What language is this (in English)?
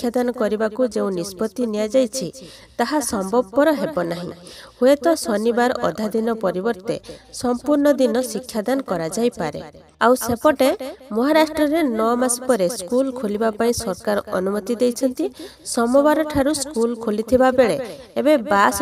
Odia